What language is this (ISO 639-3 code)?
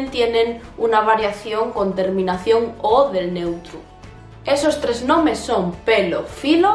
ast